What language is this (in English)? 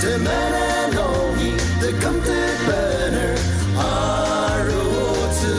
Ao Naga